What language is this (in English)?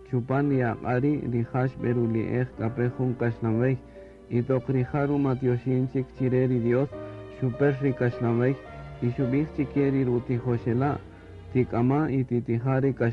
Kaqchikel